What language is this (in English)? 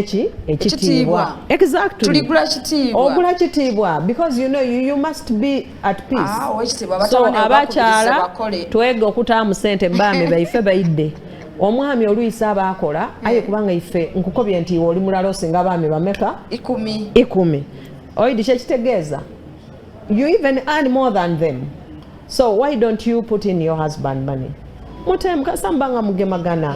Soga